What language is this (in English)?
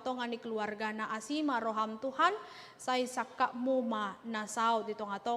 Batak Toba